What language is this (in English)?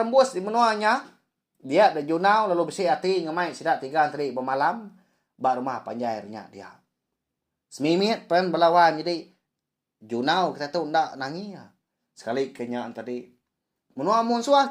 Iban